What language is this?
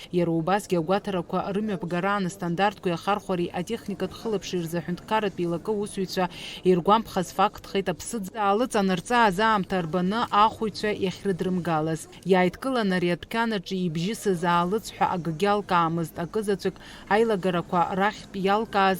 Abkhazian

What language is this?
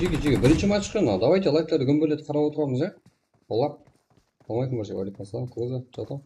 Kara-Kalpak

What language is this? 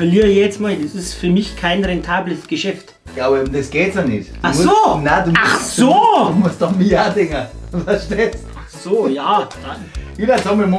Bavarian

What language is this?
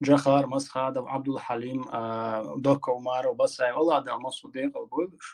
Chechen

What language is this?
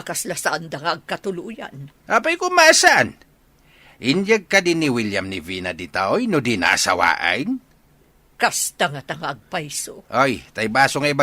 Iloko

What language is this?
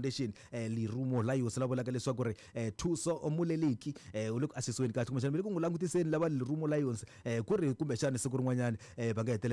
Tsonga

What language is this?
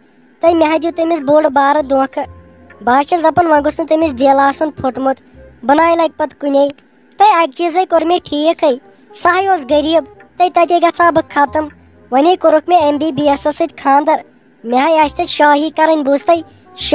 Kashmiri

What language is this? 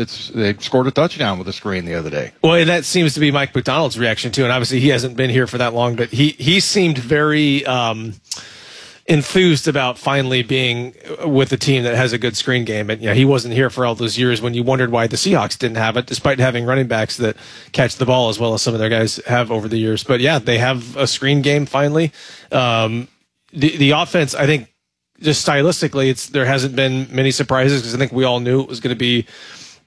English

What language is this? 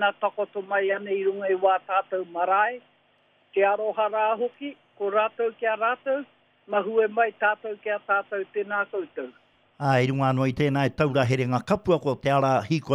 Māori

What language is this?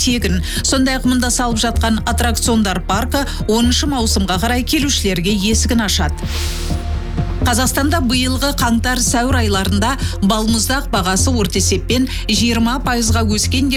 Kazakh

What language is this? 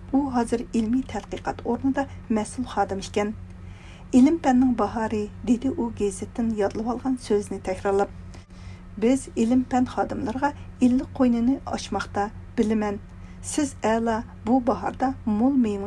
Uyghur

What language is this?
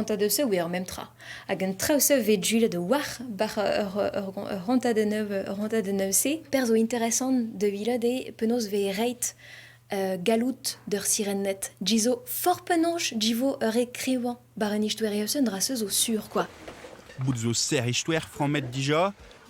Breton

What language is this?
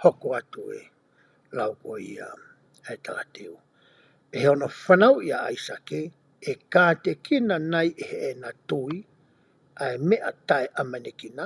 Tongan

